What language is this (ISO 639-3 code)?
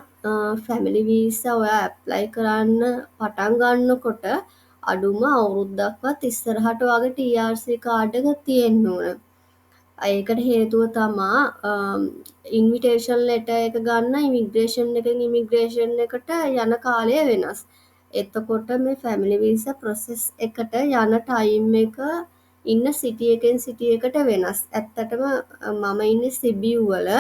sin